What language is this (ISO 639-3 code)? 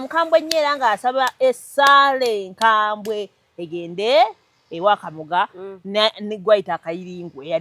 lug